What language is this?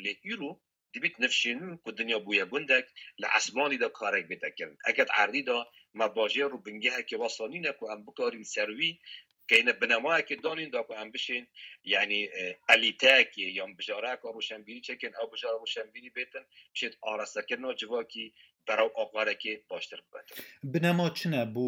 Kurdish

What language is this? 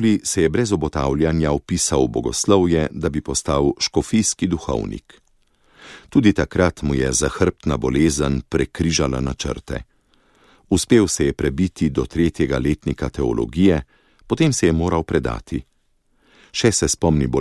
Slovenian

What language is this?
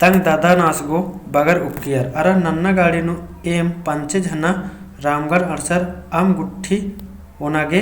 Kurukh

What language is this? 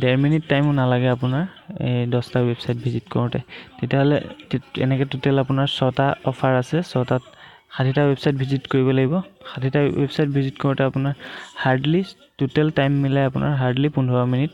Assamese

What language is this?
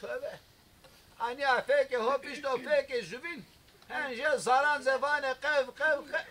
Zaza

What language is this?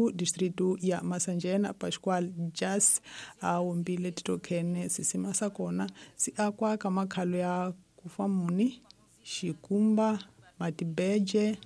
Tsonga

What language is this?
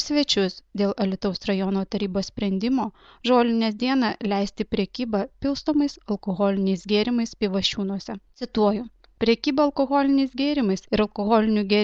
Lithuanian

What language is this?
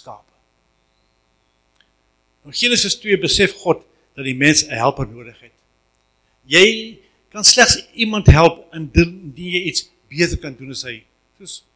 Afrikaans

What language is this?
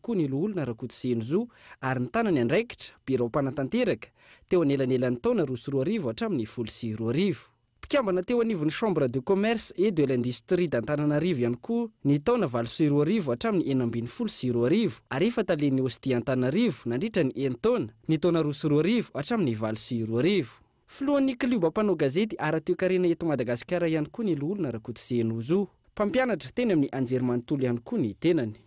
Malagasy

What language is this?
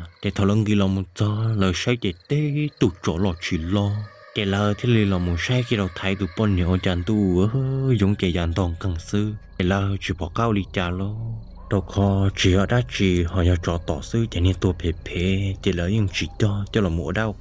Hmong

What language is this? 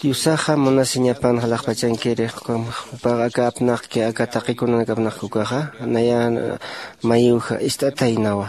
Aymara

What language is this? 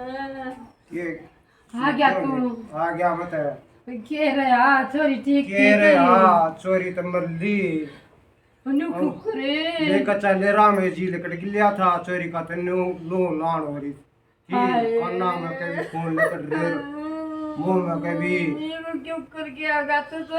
Haryanvi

